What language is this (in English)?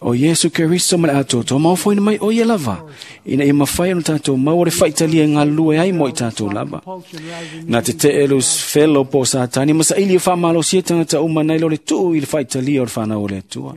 Samoan